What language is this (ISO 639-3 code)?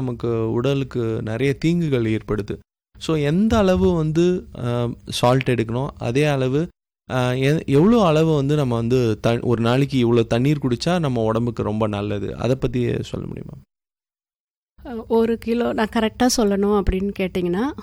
tam